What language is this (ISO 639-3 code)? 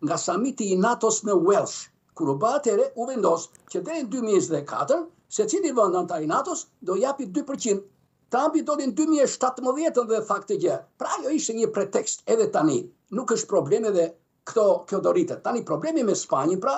sqi